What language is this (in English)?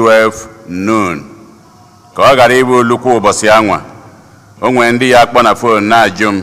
Igbo